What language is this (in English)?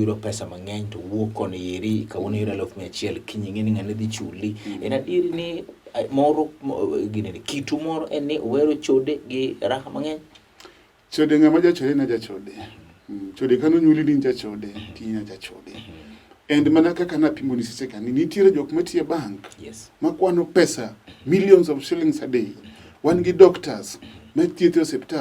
Luo (Kenya and Tanzania)